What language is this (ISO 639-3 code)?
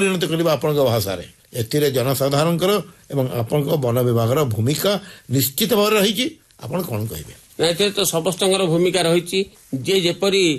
ori